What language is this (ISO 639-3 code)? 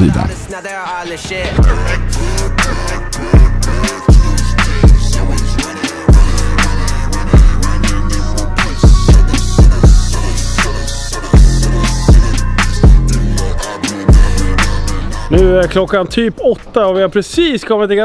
swe